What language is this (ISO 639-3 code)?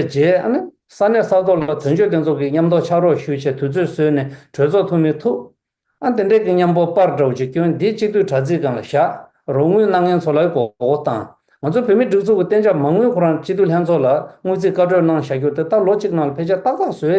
bod